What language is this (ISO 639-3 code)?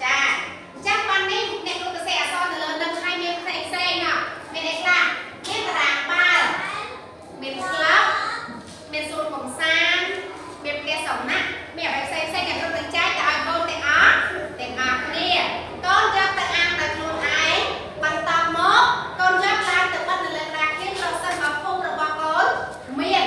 khm